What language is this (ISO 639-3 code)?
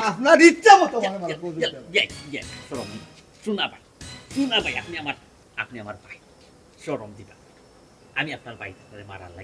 syl